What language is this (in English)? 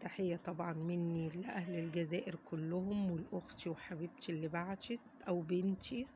Egyptian Arabic